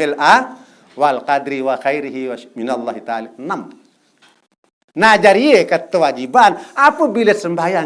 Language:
Sasak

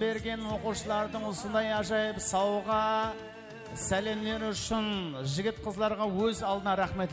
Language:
Kara-Kalpak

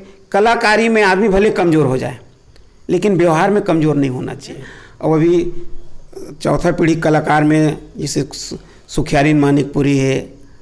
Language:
Chhattisgarhi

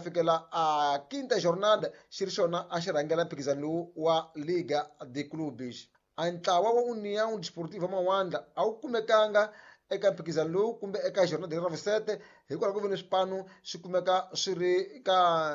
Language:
Tsonga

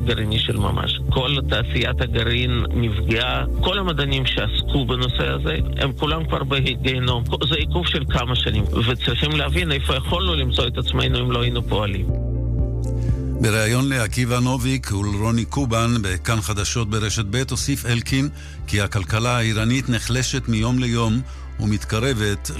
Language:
Hebrew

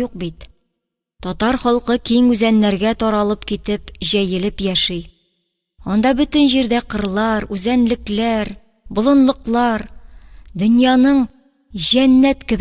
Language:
Tatar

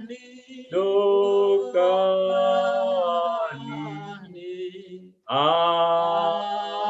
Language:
Batak Simalungun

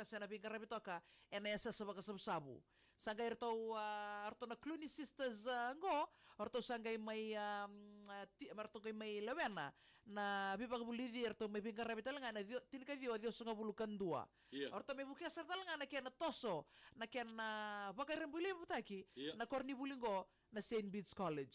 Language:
Fijian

